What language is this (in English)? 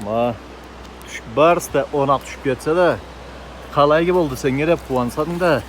Karachay-Balkar